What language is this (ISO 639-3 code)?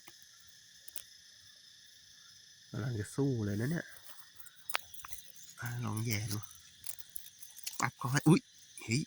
lao